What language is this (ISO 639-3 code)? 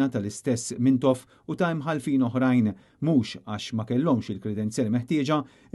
mlt